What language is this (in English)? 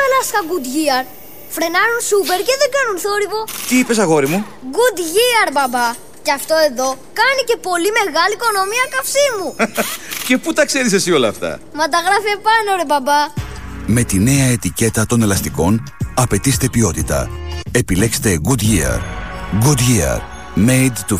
Greek